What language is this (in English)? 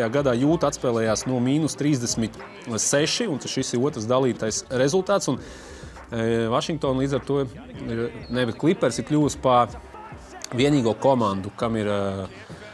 Latvian